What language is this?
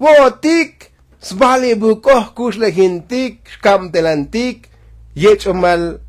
Tzotzil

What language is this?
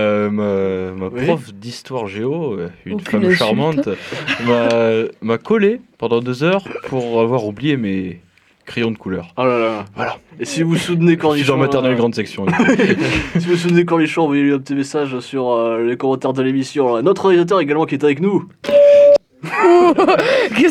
French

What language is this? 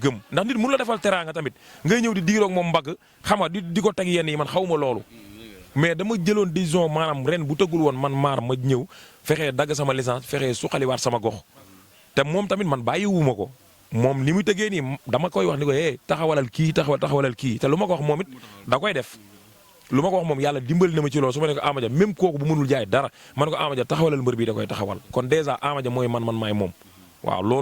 Wolof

